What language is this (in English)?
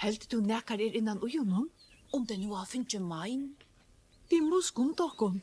Faroese